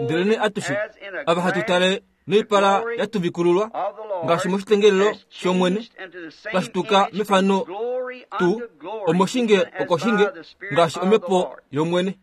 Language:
Kuanyama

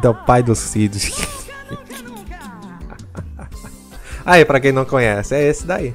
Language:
Portuguese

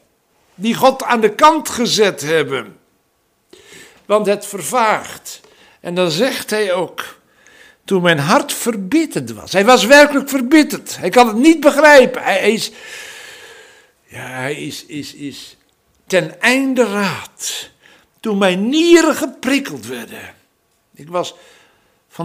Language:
Dutch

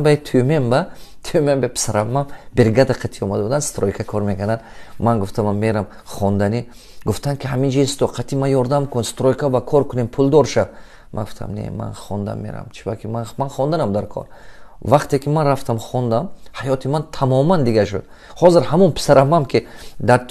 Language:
Tajik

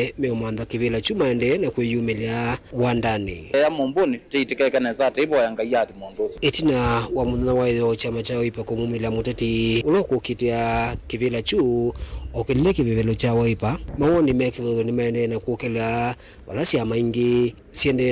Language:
Kamba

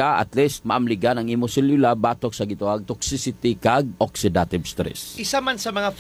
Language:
Hiligaynon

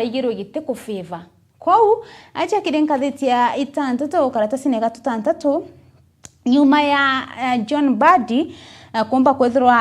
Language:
Meru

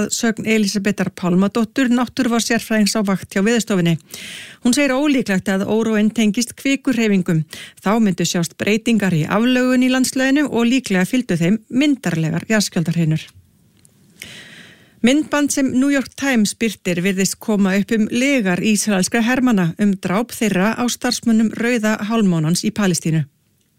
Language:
Icelandic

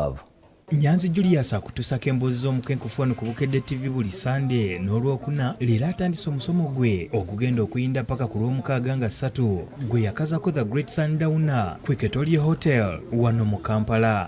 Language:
Ganda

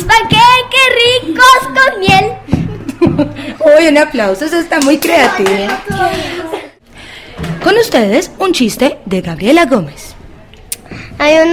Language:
Spanish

